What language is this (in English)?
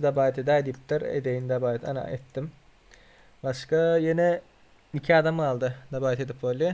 Turkmen